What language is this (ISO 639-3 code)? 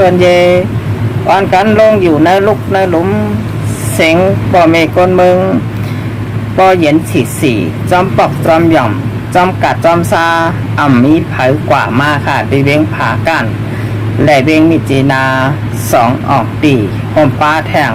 shn